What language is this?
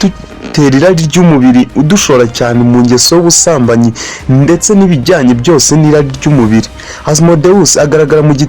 Kinyarwanda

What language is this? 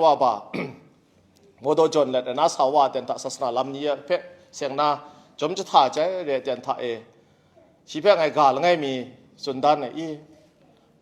Kachin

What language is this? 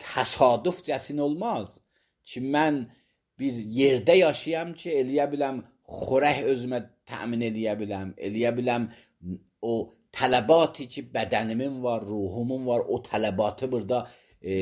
Azerbaijani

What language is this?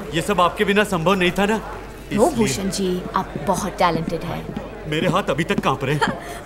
Hindi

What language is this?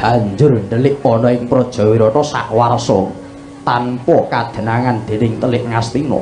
Javanese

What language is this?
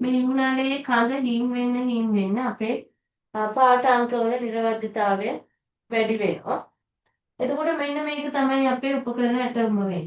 Sinhala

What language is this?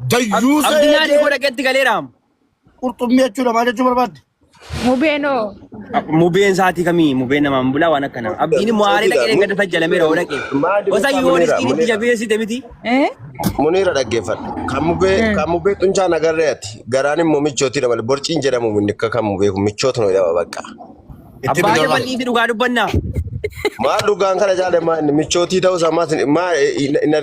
Oromo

